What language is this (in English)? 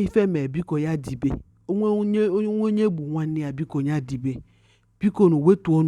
Igbo